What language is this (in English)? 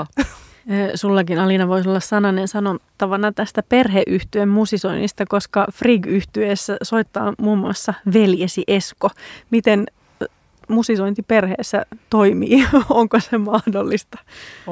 Finnish